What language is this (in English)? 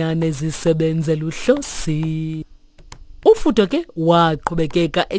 Xhosa